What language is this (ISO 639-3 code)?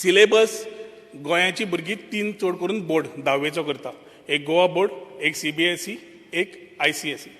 kok